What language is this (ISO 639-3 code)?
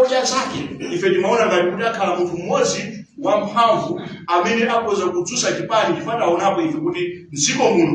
nya